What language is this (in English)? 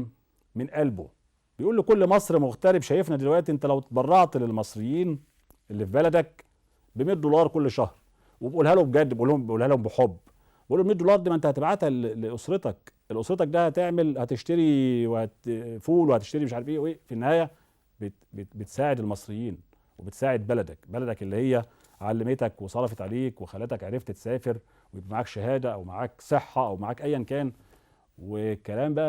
Egyptian Arabic